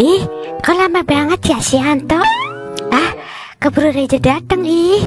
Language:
Betawi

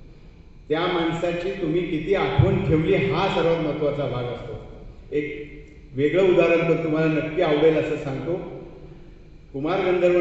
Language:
Marathi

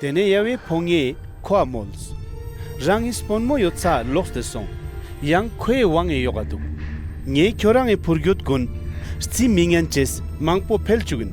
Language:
Ladakhi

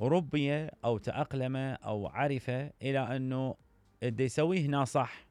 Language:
Mesopotamian Arabic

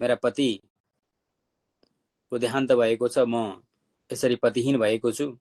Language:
Nepali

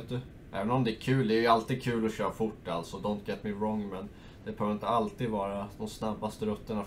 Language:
Swedish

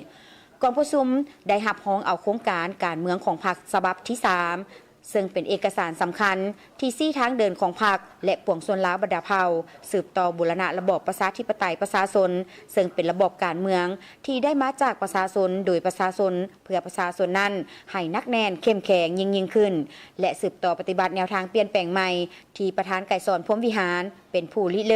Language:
Lao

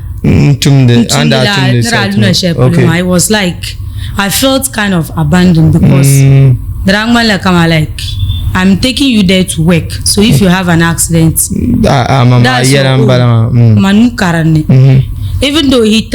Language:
Dagbani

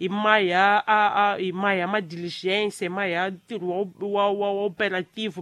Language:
Tsonga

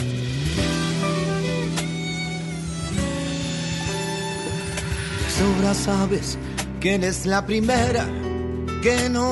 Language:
Spanish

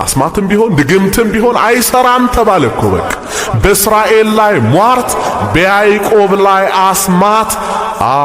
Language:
Amharic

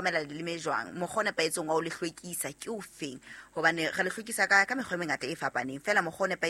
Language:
Southern Sotho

